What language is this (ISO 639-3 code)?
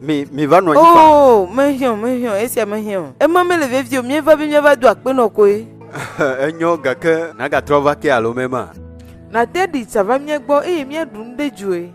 ewe